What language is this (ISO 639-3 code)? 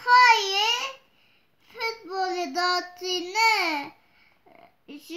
kur